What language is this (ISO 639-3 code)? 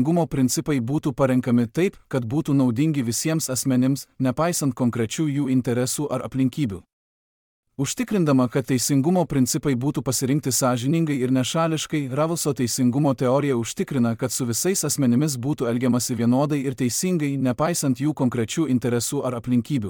lit